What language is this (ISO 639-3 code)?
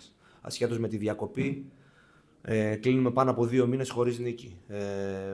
ell